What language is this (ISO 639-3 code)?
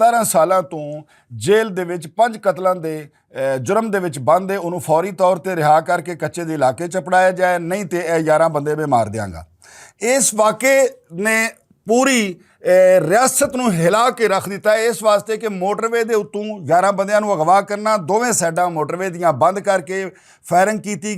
lah